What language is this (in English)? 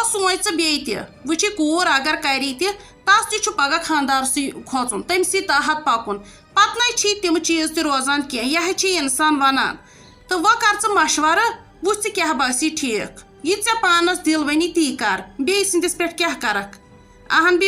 Kashmiri